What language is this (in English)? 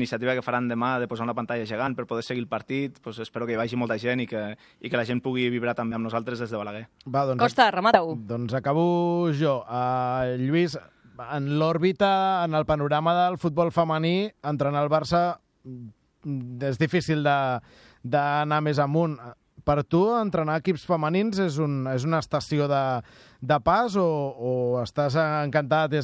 Catalan